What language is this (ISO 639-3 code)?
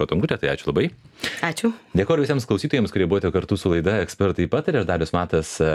lit